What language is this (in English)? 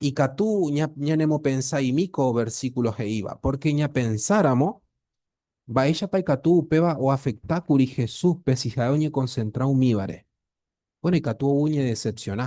Guarani